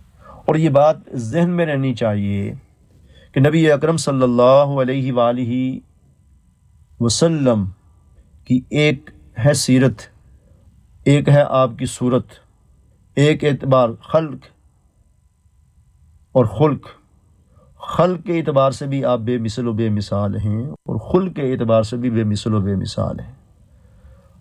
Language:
Urdu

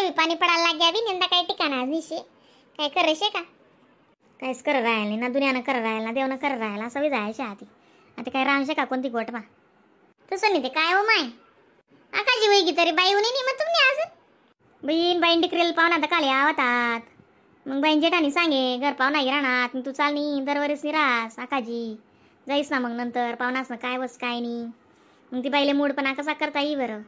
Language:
Khandesi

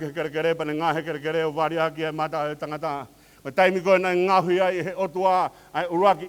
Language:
Tongan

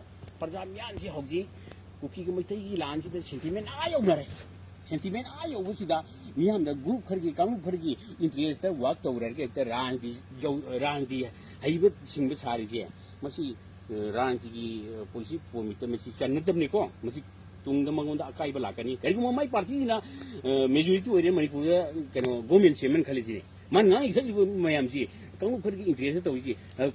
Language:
Manipuri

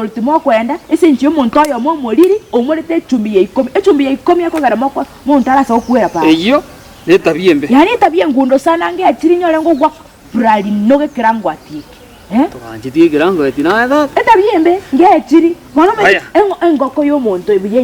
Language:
Gusii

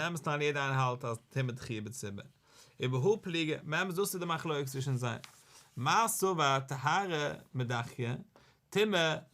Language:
Yiddish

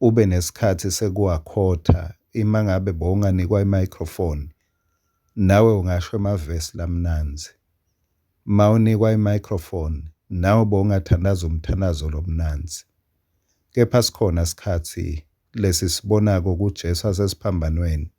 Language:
Swati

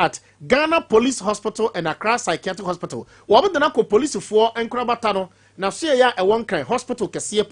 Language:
Akan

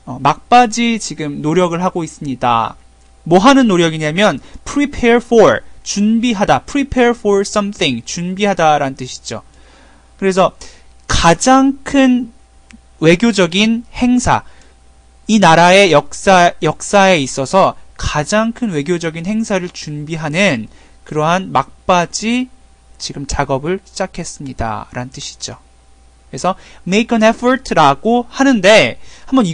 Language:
Korean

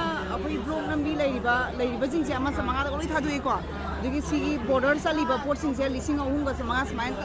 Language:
Manipuri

